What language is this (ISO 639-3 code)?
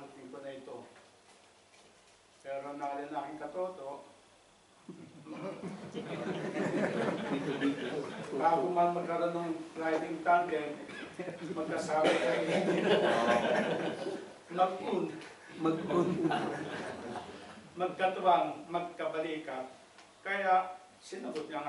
fil